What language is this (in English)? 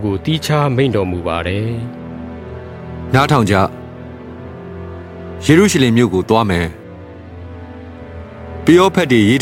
Burmese